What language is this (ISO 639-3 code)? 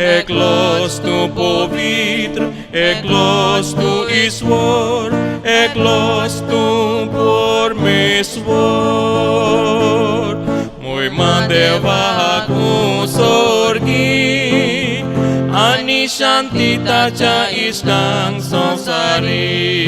kok